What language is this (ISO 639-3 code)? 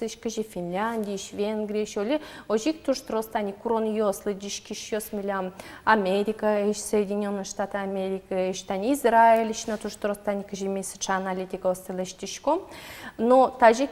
udm